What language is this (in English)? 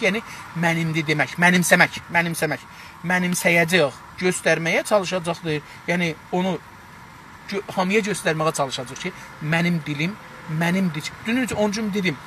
South Azerbaijani